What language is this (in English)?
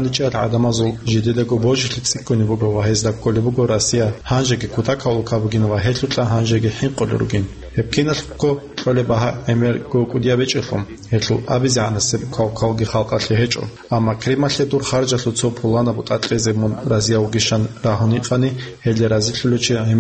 Avaric